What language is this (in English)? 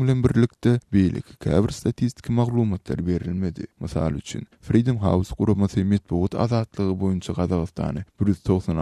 Turkmen